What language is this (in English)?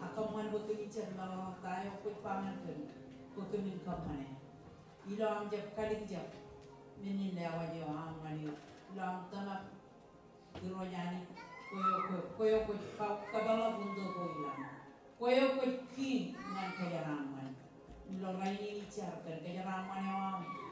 Marshallese